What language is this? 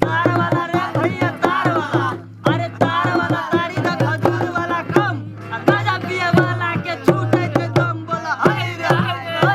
Maithili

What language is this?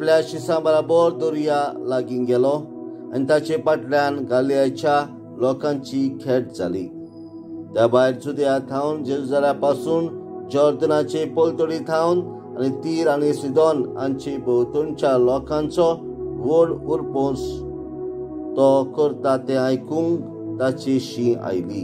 Konkani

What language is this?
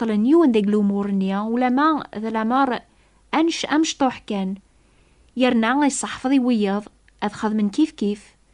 Kabyle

